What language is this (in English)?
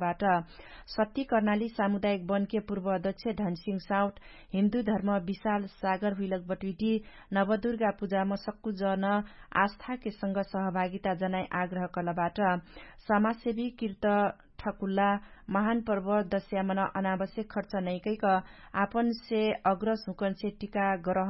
Dangaura Tharu